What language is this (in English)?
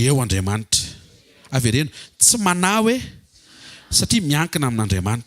Malagasy